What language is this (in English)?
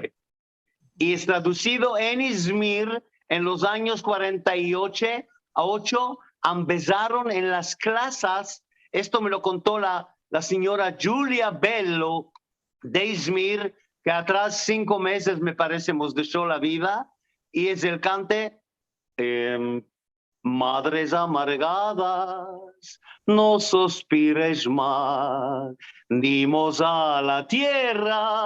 Ladino